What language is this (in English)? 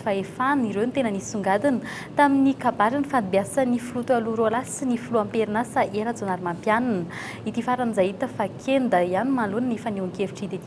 Malagasy